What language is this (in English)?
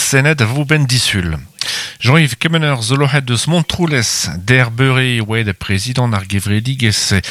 Breton